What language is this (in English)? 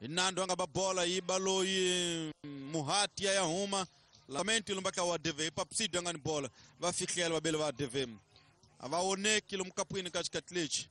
Tsonga